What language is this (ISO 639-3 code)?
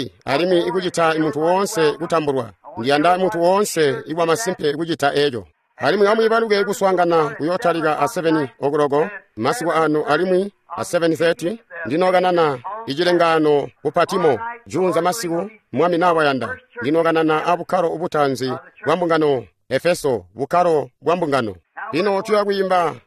toi